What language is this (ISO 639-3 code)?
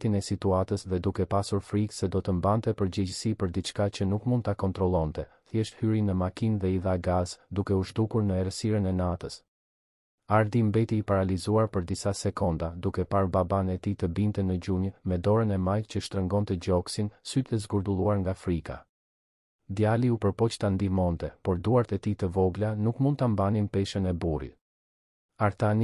sqi